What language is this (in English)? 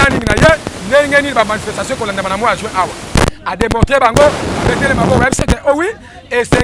Lingala